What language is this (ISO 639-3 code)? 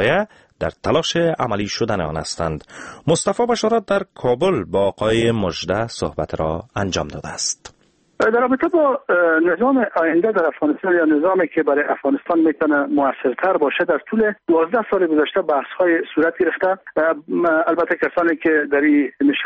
fas